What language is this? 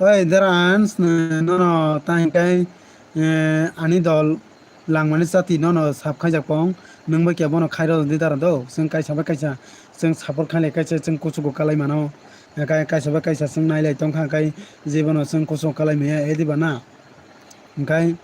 Kok Borok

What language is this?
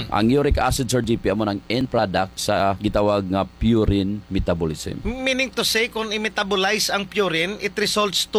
Hiligaynon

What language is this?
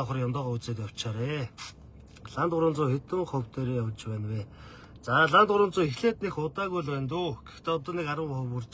Mongolian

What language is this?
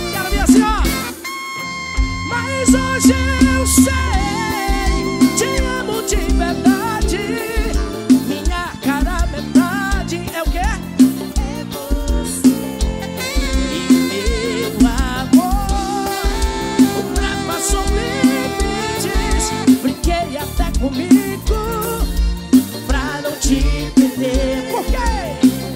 Portuguese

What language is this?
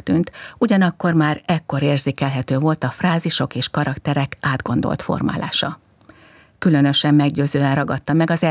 Hungarian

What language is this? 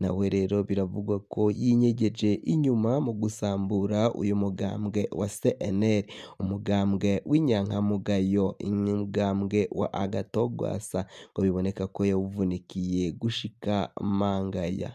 Rundi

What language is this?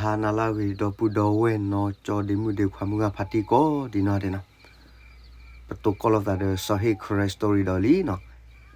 S'gaw Karen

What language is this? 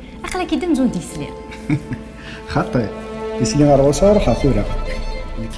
Kabyle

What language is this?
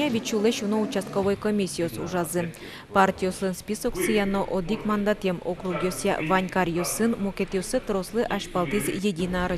Udmurt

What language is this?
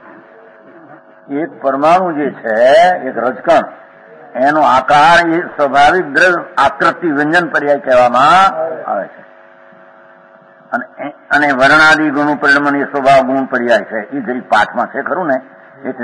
Gujarati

